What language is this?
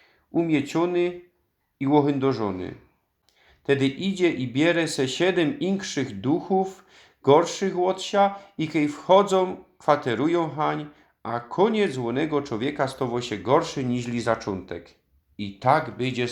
Silesian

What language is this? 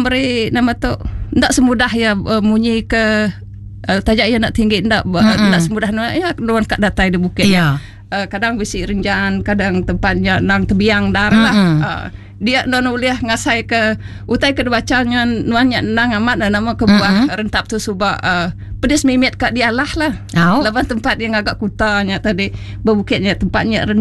Iban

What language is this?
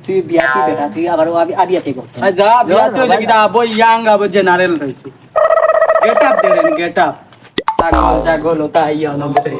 Sylheti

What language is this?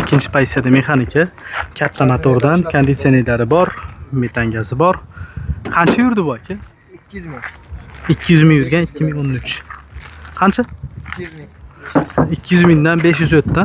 Uzbek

